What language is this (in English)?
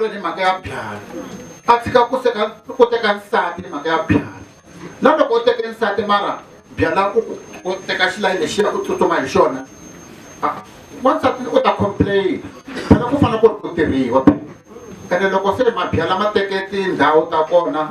Tsonga